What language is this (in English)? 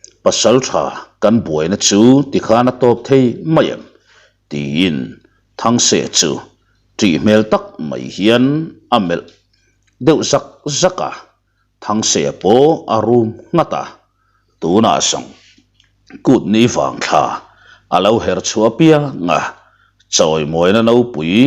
Mizo